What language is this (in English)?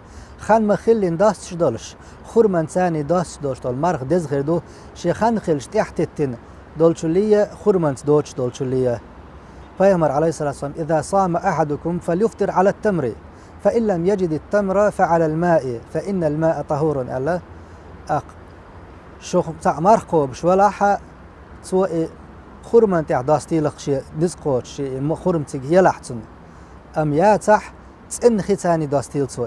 Chechen